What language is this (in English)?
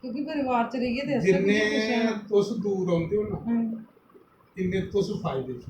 Dogri